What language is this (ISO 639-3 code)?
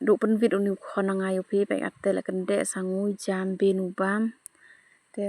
kha